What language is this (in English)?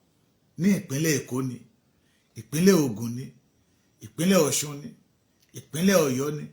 Yoruba